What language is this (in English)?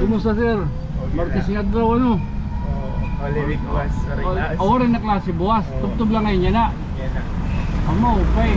Waray